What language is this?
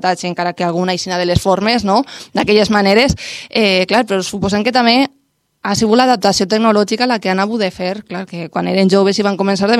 Catalan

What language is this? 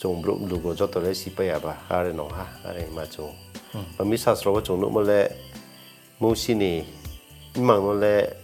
Riang (India)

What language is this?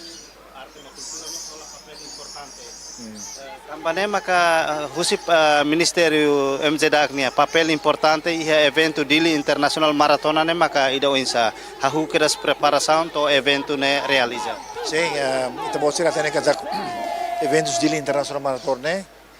Tetum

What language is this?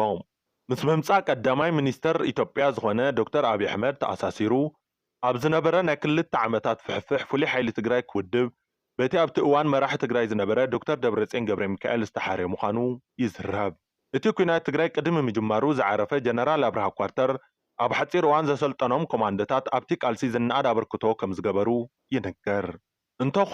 Tigrinya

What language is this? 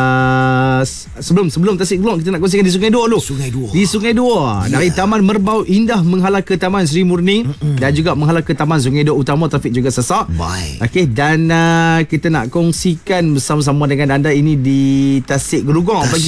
Malay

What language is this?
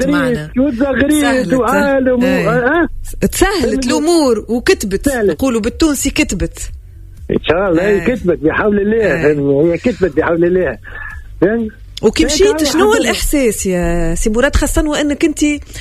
Tunisian Arabic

